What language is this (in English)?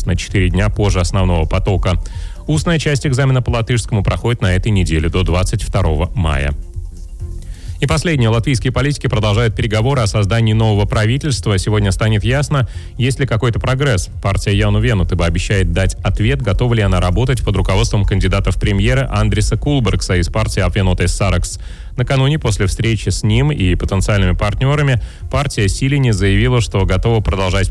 Russian